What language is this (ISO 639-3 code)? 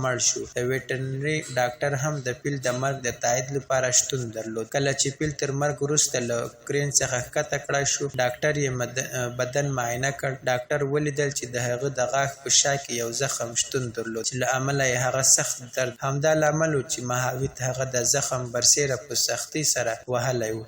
pus